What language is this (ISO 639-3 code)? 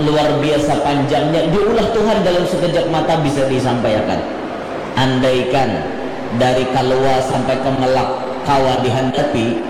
bjn